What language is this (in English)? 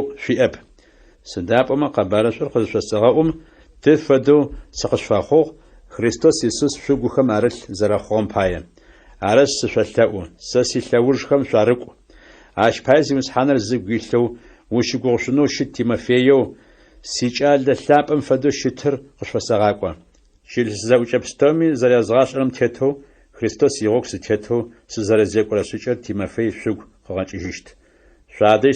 Adyghe